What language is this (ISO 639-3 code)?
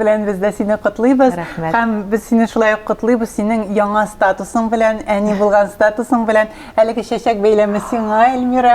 tat